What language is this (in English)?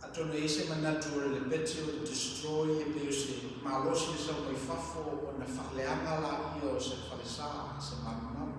Samoan